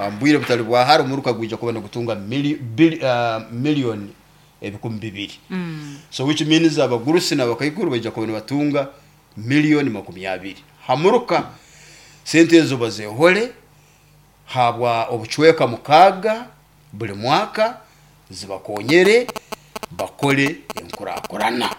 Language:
Nyoro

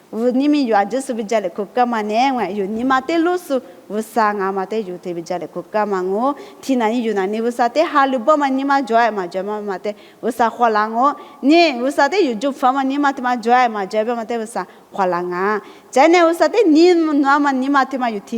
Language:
Lisu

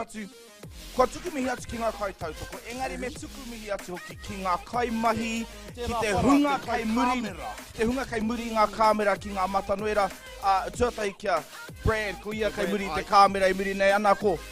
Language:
Māori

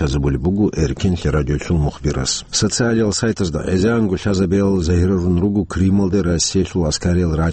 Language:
Avaric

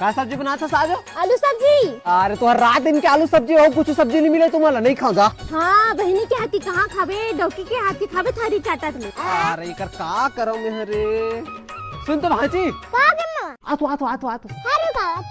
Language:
Chhattisgarhi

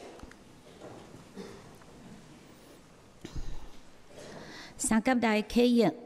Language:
Chinese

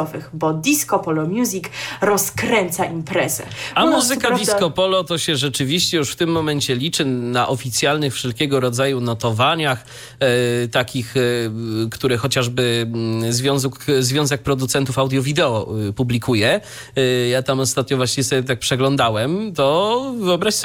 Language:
Polish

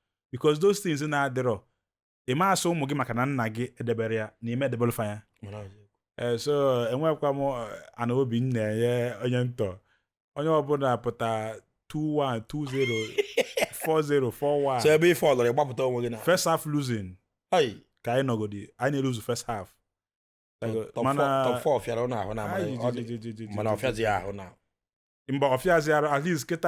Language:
Igbo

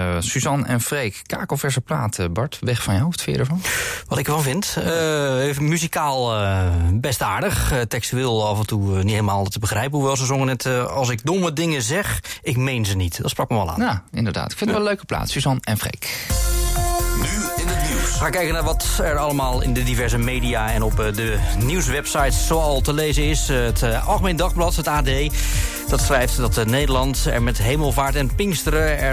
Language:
Dutch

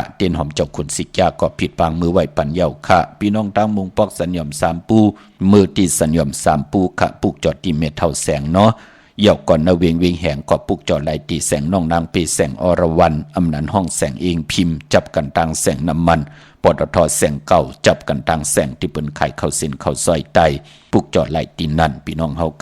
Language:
Shan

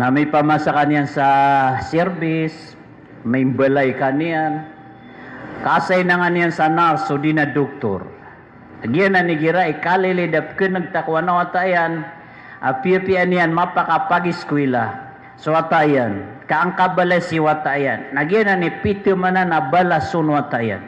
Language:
Maranao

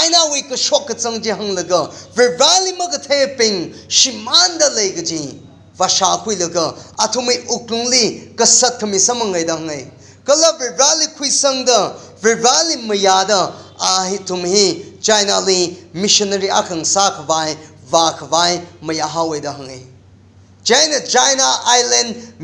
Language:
Tangkhul Naga (India)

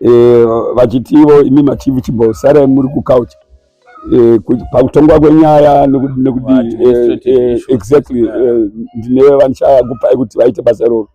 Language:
Shona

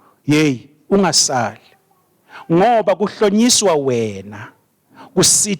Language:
Swati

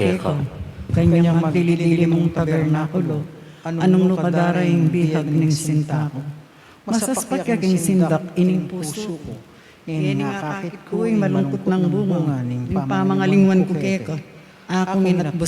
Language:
Pampanga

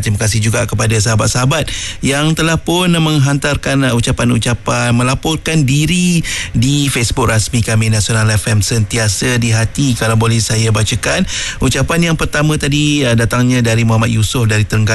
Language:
Malay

